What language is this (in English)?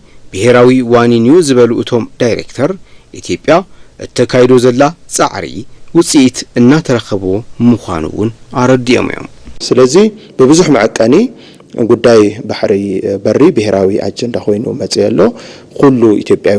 Tigrinya